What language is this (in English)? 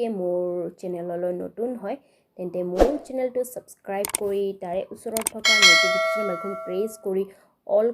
Assamese